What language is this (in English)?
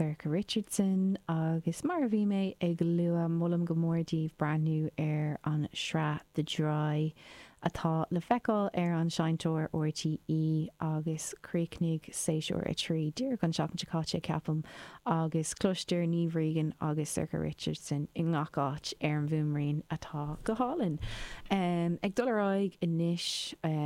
Irish